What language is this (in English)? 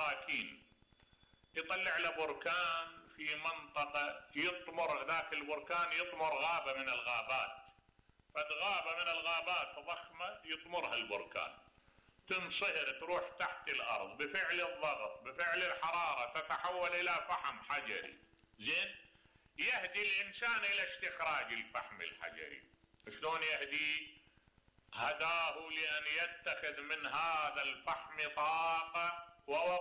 Mesopotamian Arabic